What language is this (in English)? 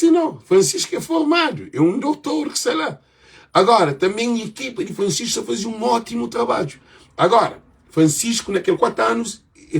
Kabuverdianu